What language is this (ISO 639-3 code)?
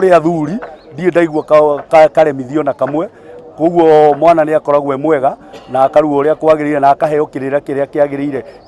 kik